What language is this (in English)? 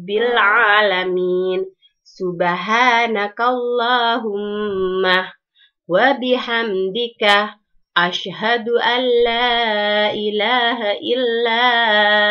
Madurese